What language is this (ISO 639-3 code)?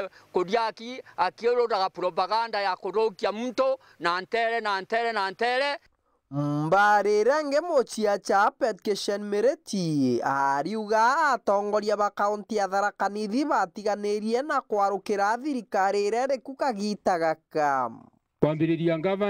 mer